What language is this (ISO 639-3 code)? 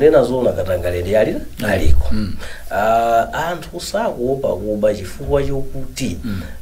nya